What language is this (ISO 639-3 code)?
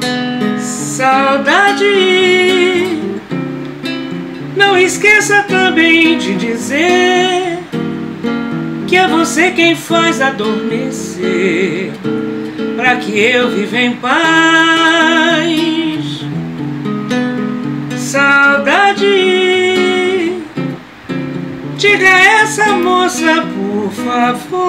por